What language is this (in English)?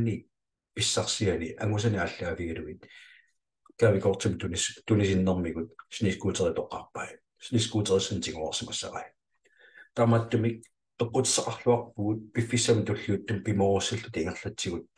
Kalaallisut